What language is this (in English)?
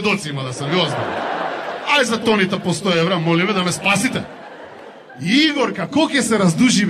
Macedonian